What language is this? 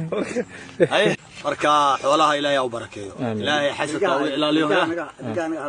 Somali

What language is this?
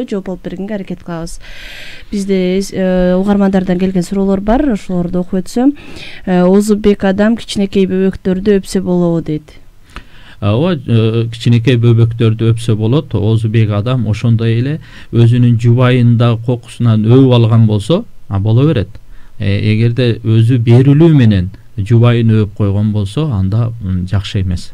Kyrgyz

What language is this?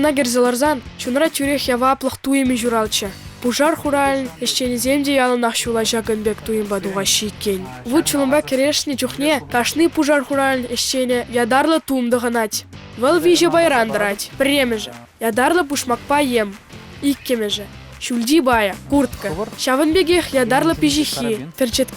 Chuvash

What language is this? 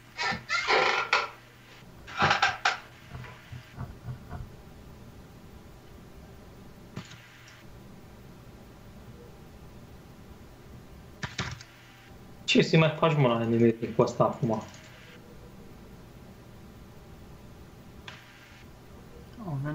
Romanian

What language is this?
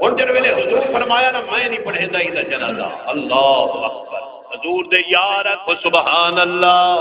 Saraiki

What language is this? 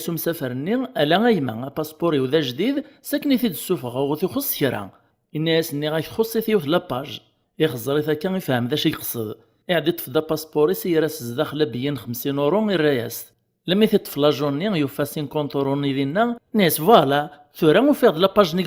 Kabyle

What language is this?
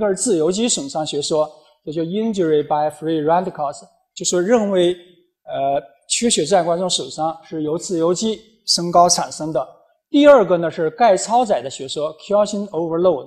Chinese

